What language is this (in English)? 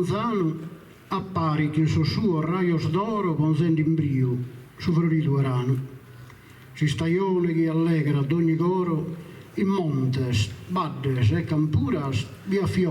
Sardinian